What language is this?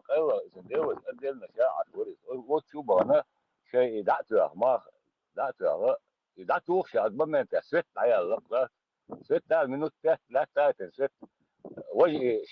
Chechen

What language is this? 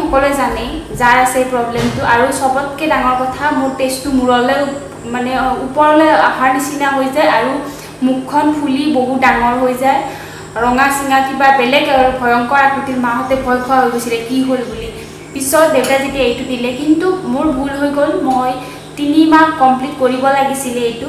Assamese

